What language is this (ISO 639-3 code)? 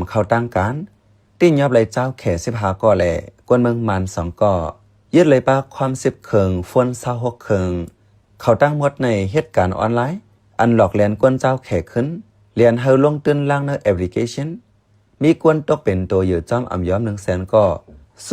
shn